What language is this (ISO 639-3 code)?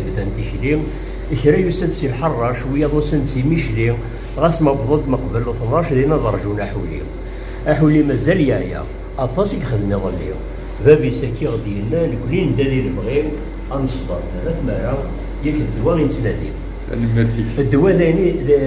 kab